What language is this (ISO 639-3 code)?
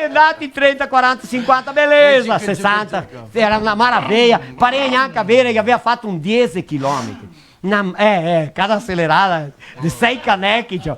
vec